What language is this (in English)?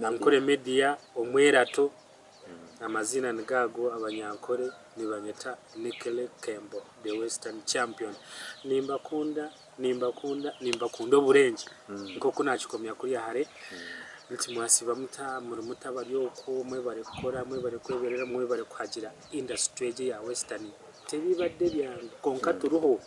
Nyankole